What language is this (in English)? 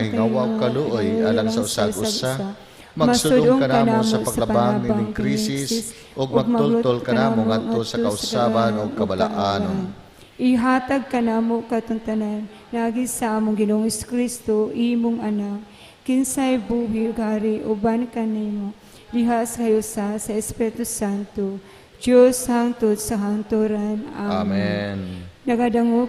Cebuano